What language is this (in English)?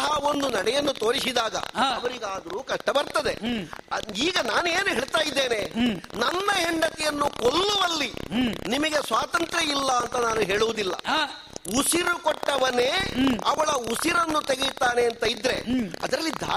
Kannada